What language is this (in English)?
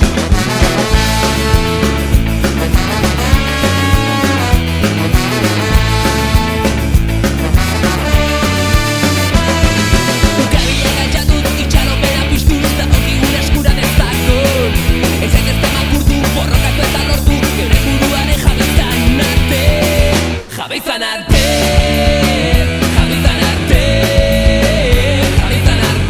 Basque